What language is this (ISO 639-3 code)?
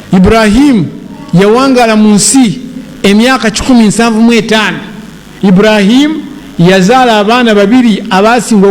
lug